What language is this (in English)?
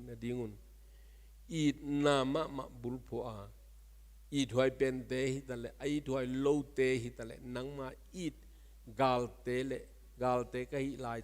Tedim Chin